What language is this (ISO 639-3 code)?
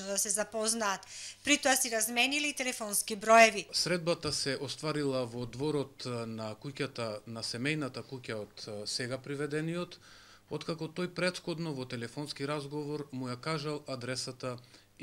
mkd